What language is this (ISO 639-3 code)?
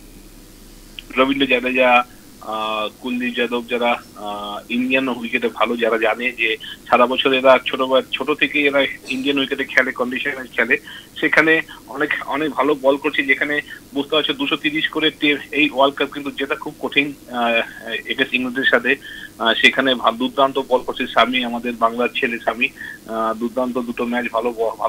ben